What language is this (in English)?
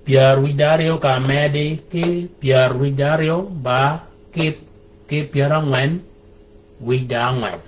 Shilluk